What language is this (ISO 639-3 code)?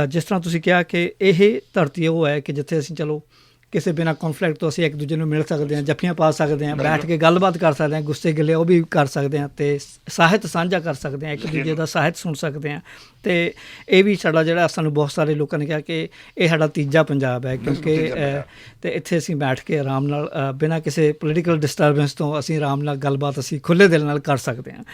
lah